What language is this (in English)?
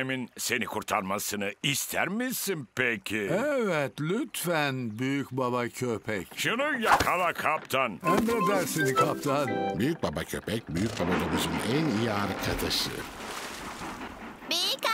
Turkish